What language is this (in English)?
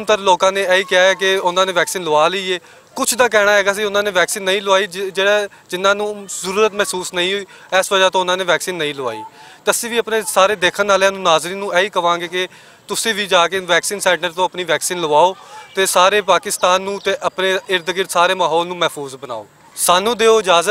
Western Panjabi